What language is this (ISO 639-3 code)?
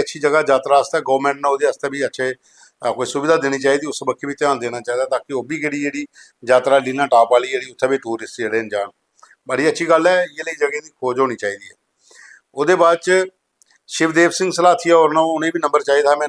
doi